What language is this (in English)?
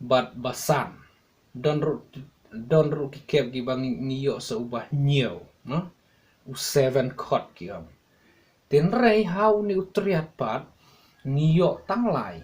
Khasi